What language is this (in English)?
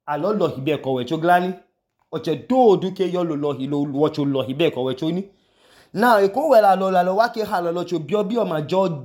Idoma